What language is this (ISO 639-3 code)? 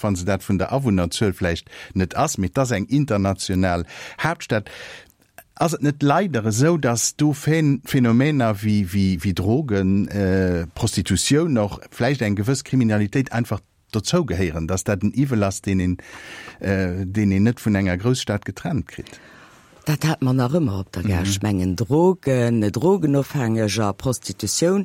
ltz